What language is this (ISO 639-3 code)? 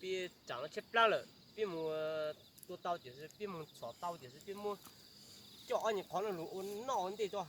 hmn